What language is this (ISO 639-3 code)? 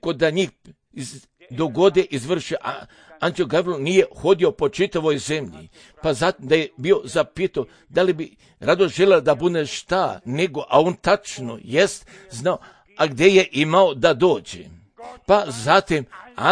srp